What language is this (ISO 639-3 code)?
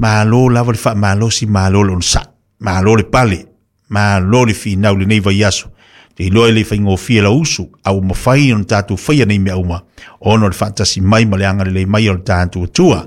smo